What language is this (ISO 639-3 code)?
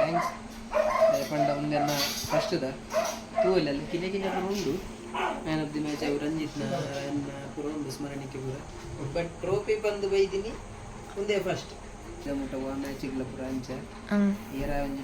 tcy